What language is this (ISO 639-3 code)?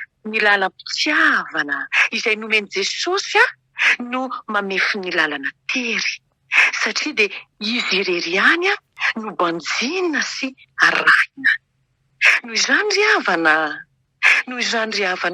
mlg